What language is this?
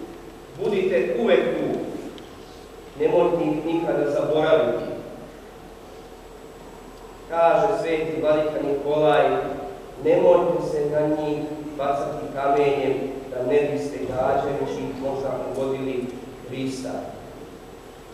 Serbian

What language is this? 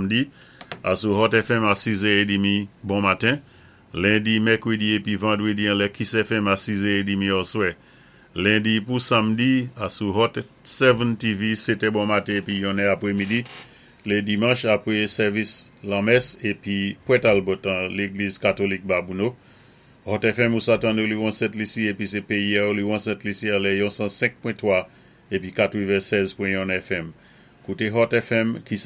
Saint Lucian Creole French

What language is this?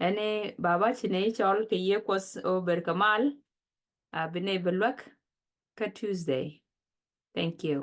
Nuer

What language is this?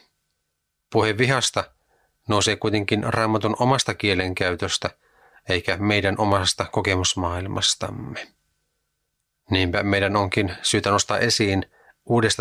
Finnish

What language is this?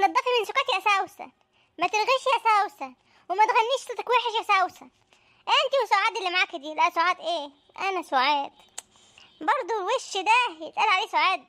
Egyptian Arabic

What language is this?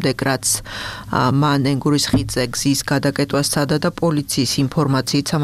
Georgian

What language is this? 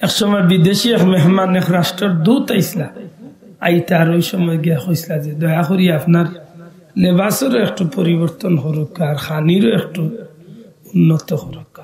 Sylheti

